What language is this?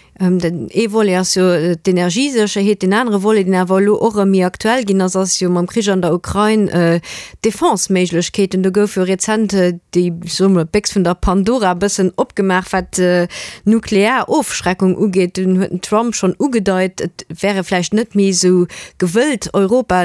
Luxembourgish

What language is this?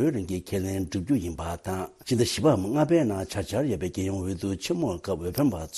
Tibetan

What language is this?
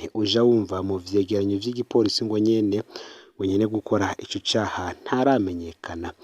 Rundi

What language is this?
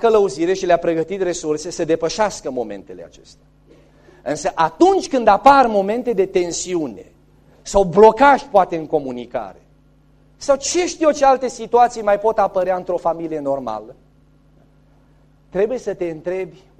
Romanian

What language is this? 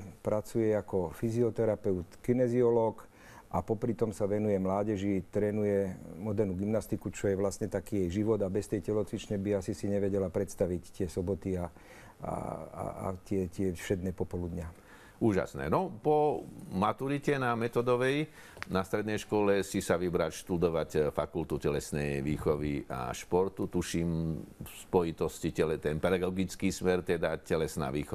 Slovak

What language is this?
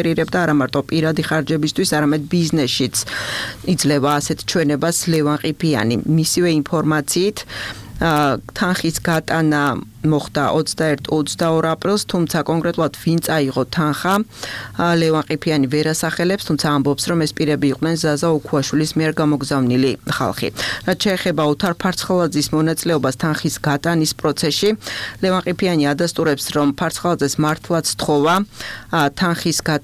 Georgian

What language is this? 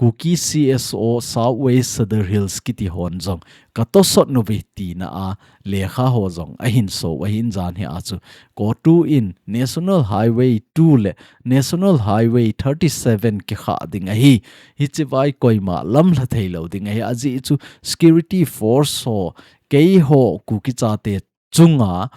Thado Chin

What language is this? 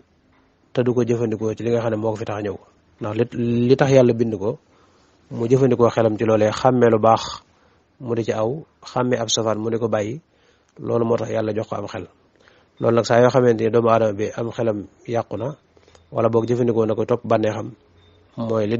Wolof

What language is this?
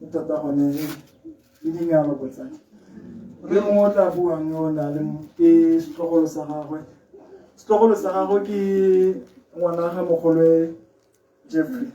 Tswana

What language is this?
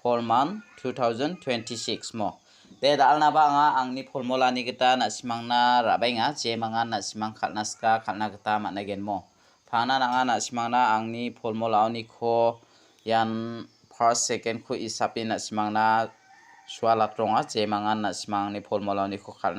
Garo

